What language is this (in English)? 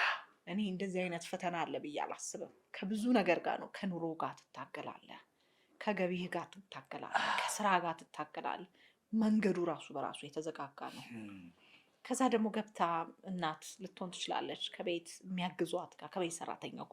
Amharic